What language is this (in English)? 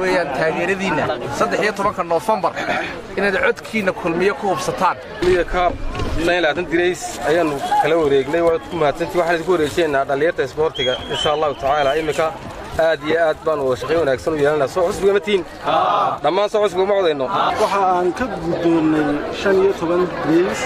Somali